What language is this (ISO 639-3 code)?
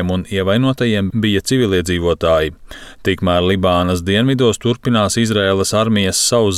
lav